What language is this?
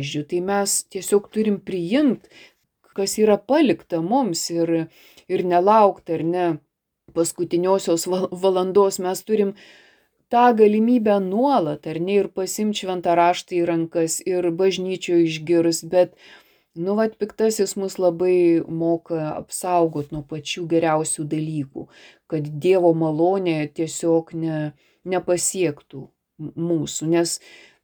Lithuanian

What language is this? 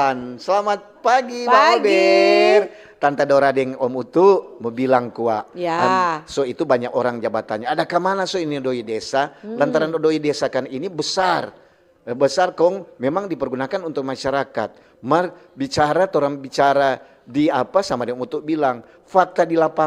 Manado Malay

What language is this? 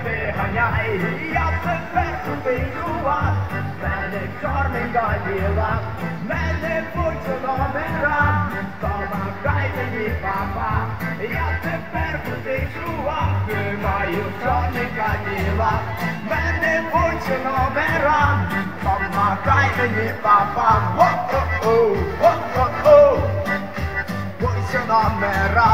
Ukrainian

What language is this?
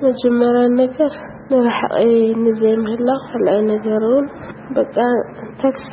Tigrinya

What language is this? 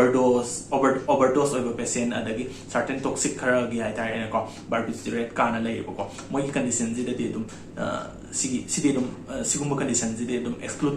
Manipuri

